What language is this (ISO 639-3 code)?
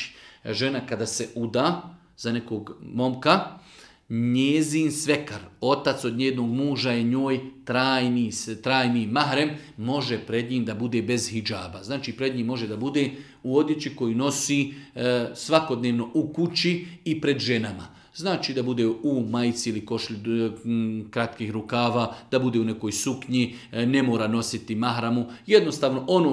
bos